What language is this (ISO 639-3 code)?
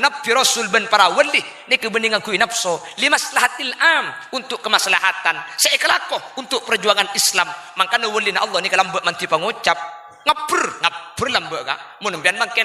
mad